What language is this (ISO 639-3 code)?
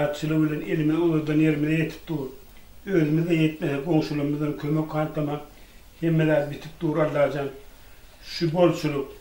tuk